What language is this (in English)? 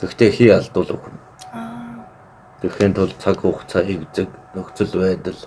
Mongolian